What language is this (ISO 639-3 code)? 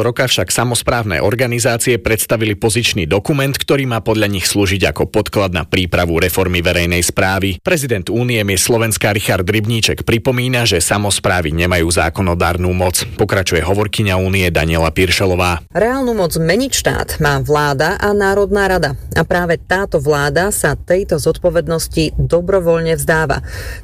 slk